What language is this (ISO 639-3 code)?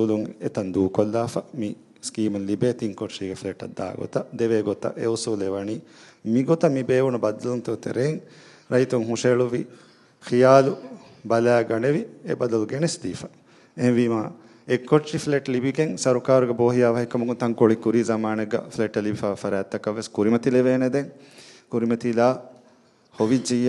div